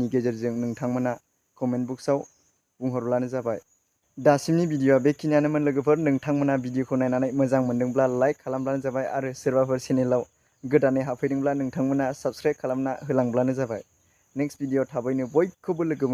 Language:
Bodo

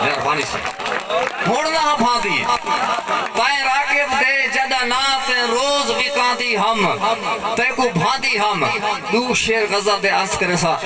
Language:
Saraiki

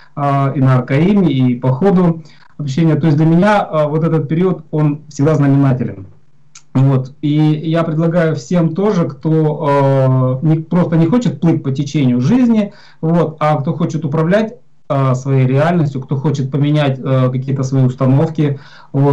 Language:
Russian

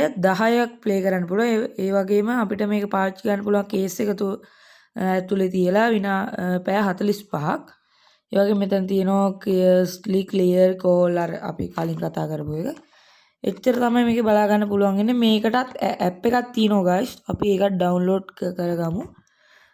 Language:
Sinhala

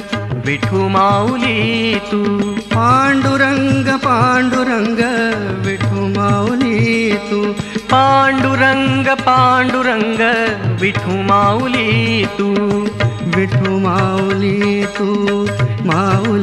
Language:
Marathi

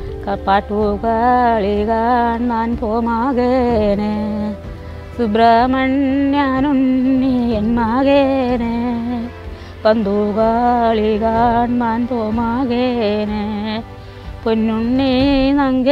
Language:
Malayalam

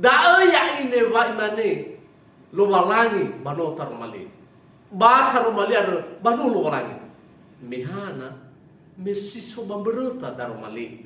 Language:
Nias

